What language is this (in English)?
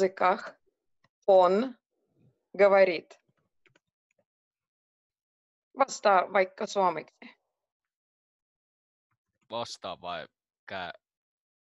Finnish